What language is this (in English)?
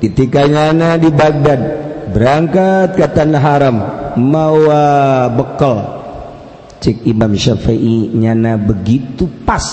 Sundanese